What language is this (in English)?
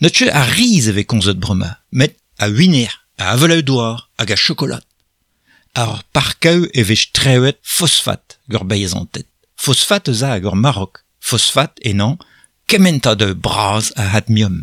Breton